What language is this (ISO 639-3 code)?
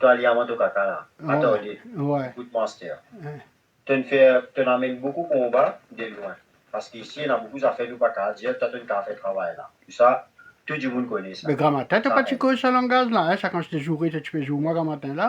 mfe